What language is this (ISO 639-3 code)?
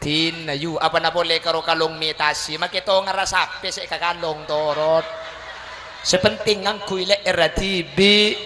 mad